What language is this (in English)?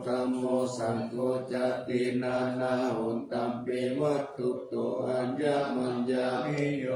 Pali